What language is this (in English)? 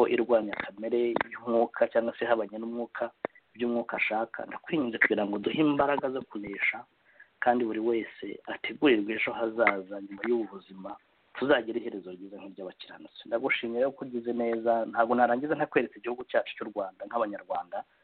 Kinyarwanda